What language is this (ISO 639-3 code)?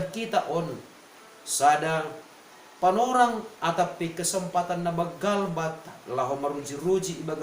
bts